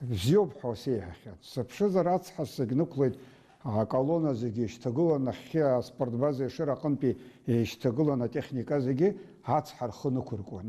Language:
Abkhazian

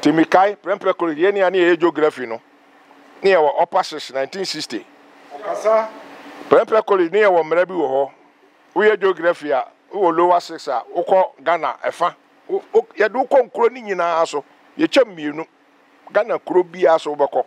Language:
Akan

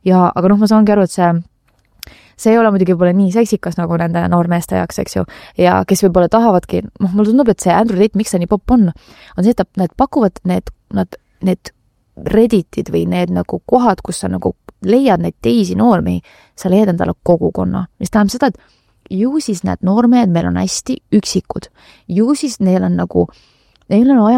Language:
Estonian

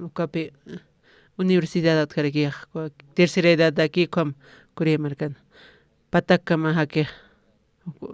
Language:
Aymara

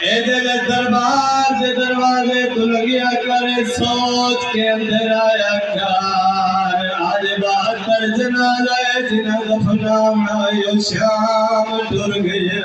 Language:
Saraiki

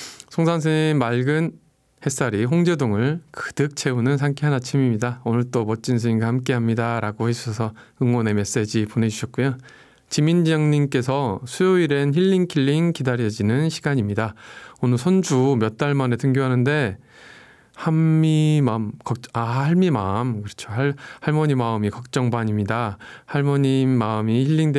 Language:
Korean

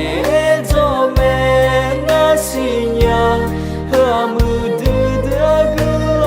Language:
Akha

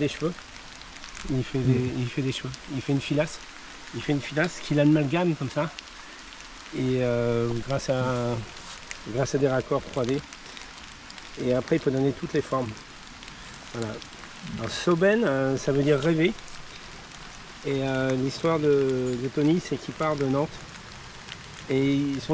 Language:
French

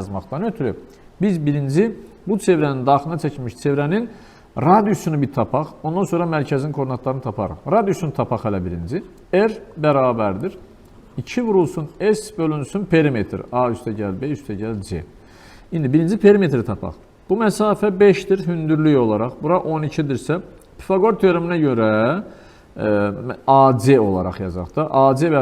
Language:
Azerbaijani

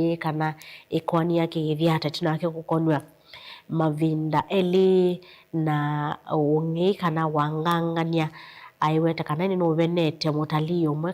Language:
Kamba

